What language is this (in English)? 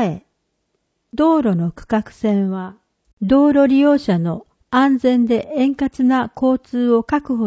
Japanese